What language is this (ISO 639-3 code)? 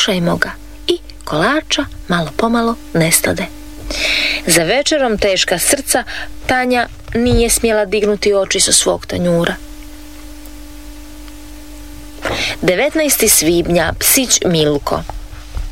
hrv